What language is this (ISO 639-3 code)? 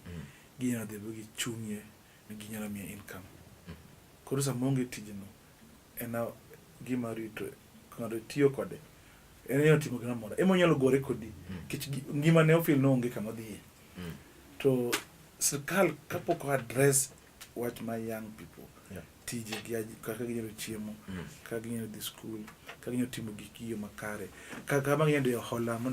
luo